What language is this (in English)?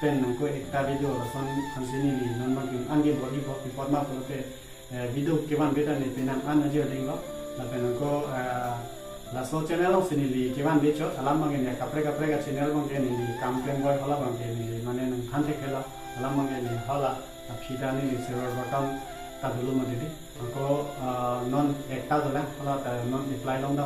Karbi